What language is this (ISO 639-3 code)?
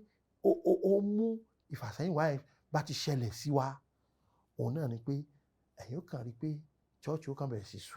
yor